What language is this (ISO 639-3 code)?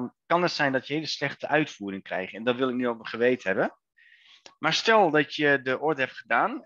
nld